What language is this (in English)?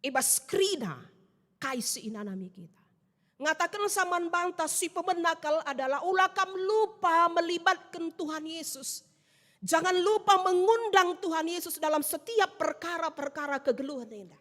Batak Karo